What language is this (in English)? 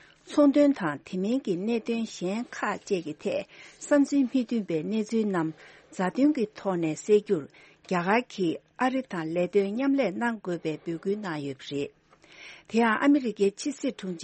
Tibetan